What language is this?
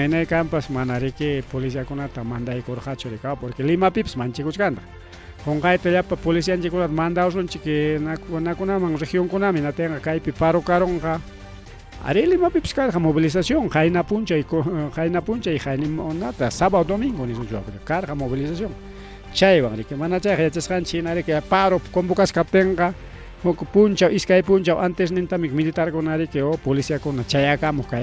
Ayacucho Quechua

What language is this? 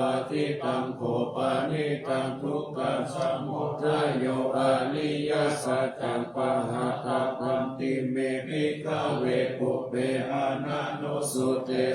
Pali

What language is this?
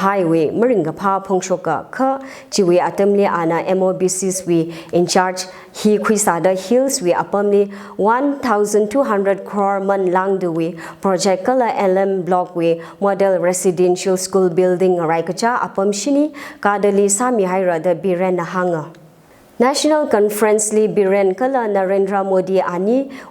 Tangkhul Naga (India)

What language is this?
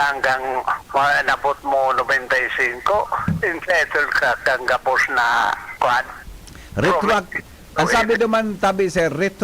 Bikol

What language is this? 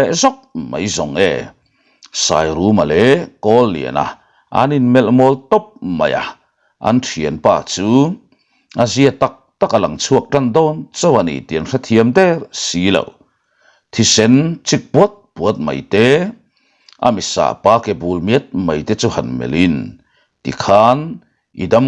Mizo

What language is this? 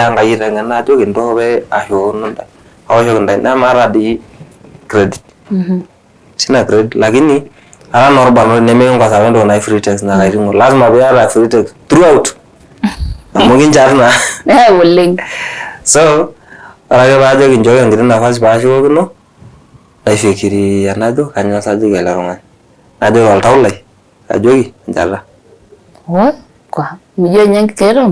Masai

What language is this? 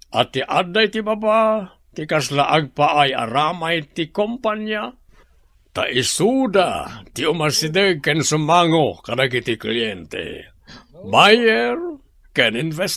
Iloko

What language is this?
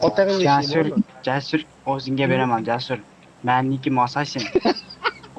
Kara-Kalpak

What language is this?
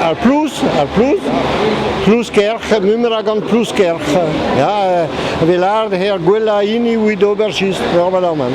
Breton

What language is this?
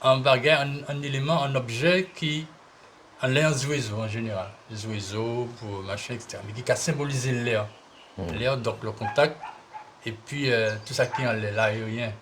Guadeloupean Creole French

